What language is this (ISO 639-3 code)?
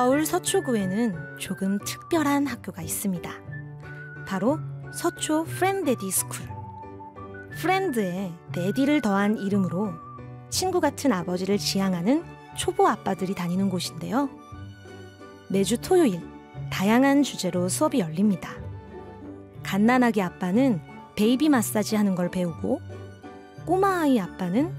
kor